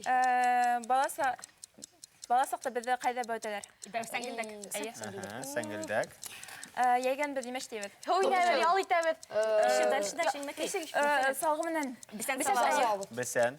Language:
Bashkir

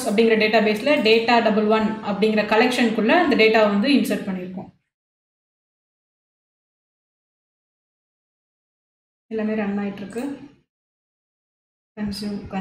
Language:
Tamil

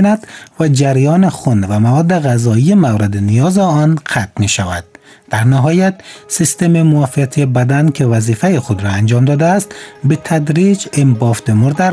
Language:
Persian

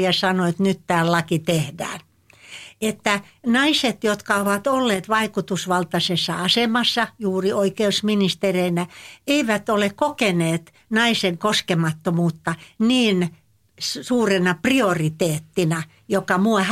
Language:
Finnish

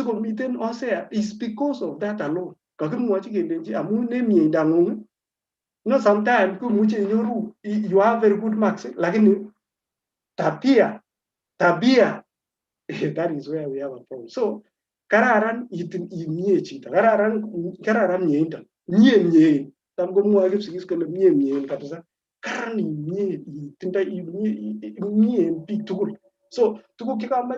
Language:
Kalenjin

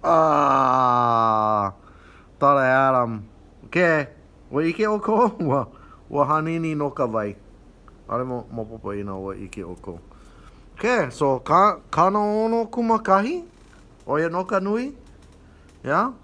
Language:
Hawaiian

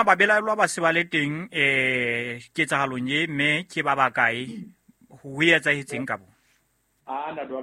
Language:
Southern Sotho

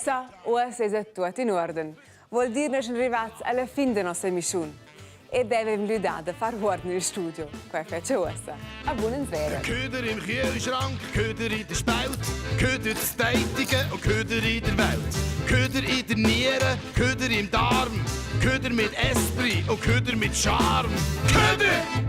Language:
Romansh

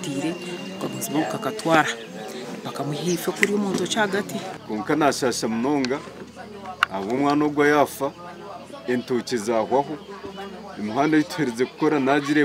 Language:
Nyankole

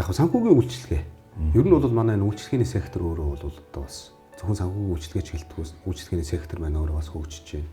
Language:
Mongolian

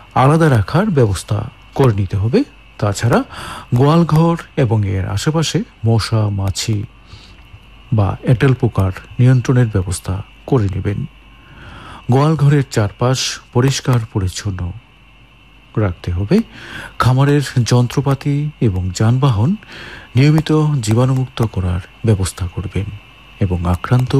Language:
Bangla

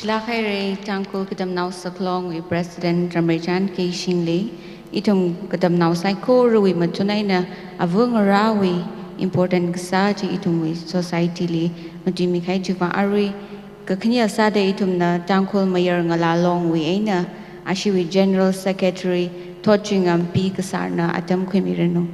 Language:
Tangkhul Naga (India)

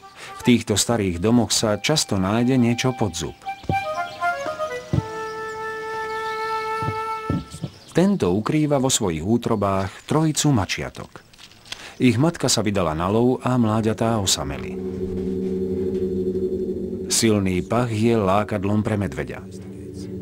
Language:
Slovak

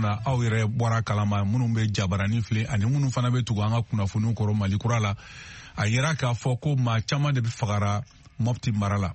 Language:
Bambara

